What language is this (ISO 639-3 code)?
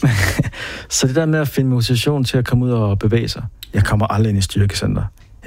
dan